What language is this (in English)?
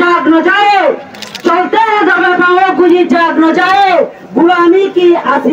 Rohingya